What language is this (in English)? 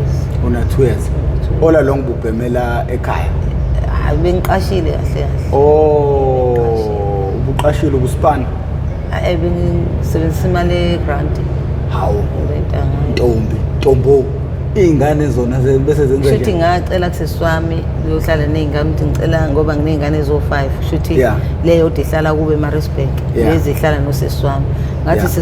Zulu